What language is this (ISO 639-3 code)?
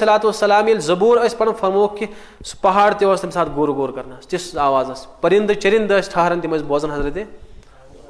kas